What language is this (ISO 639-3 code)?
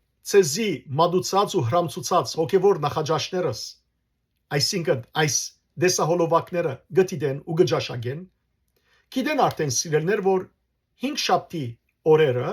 hyw